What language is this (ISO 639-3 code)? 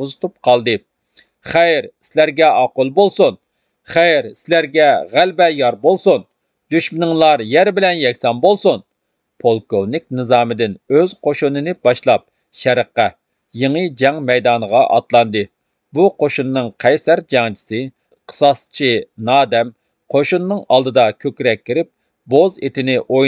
uig